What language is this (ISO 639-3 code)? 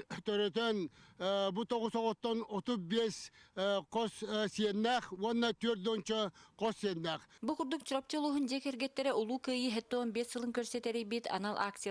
sah